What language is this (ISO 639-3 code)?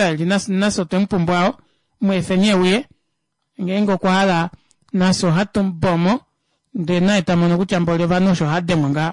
kua